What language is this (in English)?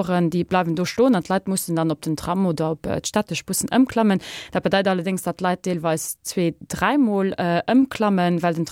Luxembourgish